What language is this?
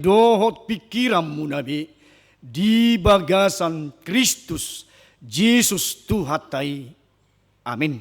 Batak Toba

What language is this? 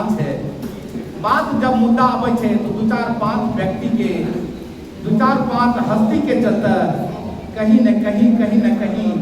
Angika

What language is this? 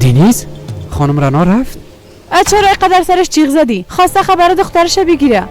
Persian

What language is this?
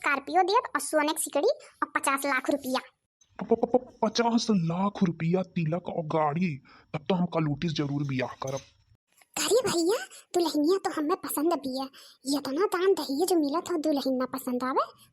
Awadhi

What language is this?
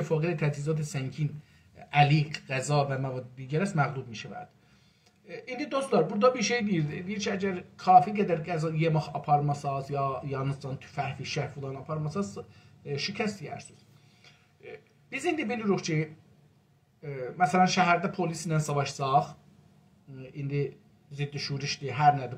South Azerbaijani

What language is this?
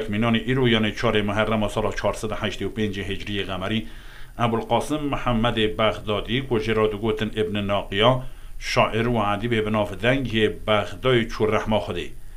Kurdish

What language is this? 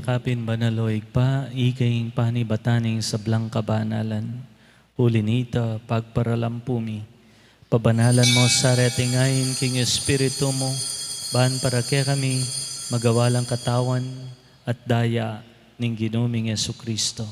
Pampanga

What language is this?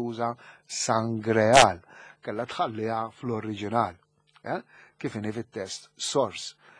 Maltese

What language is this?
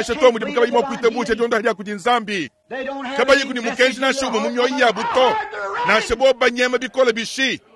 Luba-Lulua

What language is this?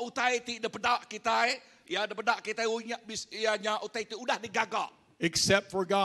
Iban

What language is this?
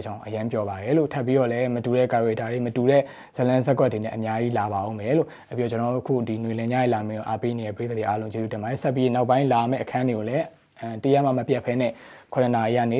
Burmese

